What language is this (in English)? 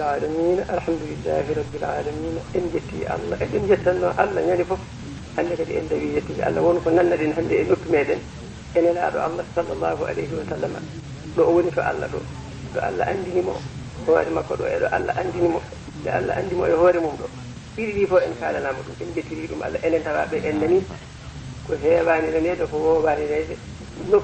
Fula